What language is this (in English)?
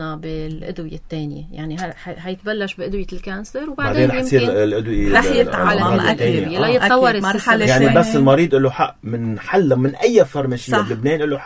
North Levantine Arabic